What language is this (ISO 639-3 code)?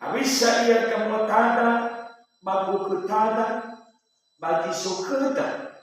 nia